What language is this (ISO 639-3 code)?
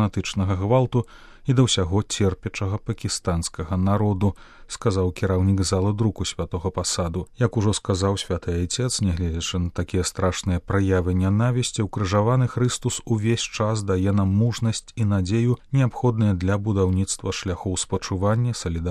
bel